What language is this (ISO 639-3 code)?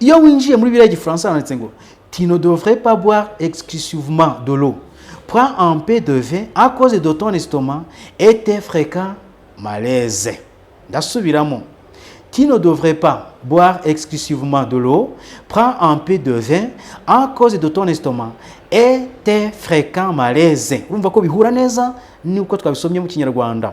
kin